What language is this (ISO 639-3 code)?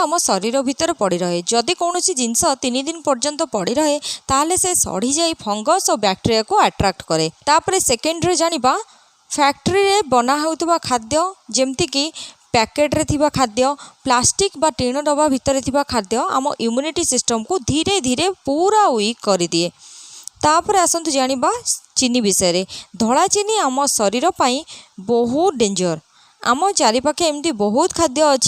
ori